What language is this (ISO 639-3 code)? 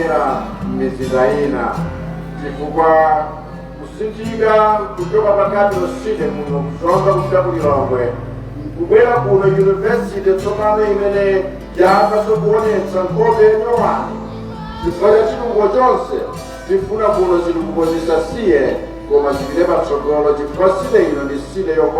nya